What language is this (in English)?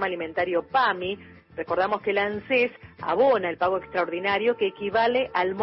Spanish